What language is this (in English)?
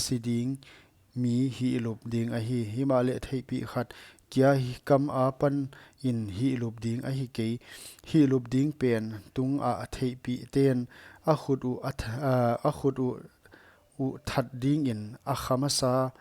Paite Chin